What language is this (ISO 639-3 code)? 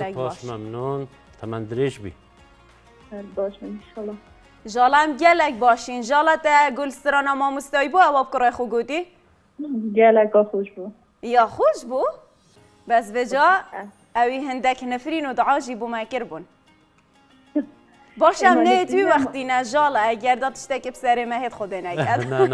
kur